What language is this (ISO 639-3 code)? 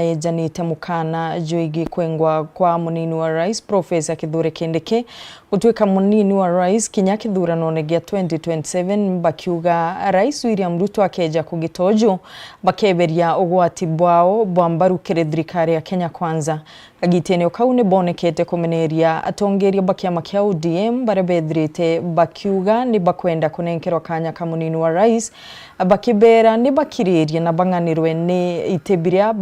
mer